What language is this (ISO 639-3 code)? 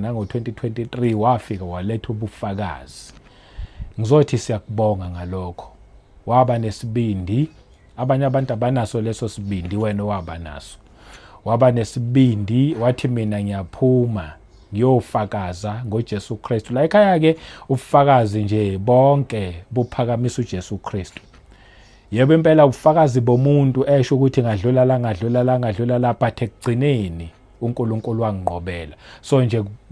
zul